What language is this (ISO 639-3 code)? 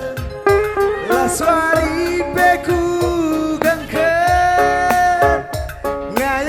btx